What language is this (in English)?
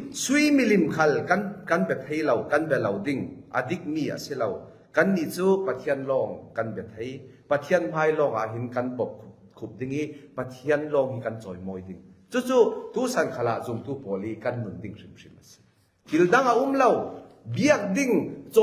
Falam Chin